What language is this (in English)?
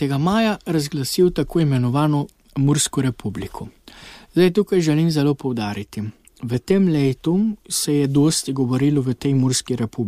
Slovenian